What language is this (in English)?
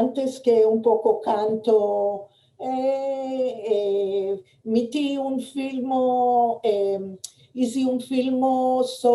Ladino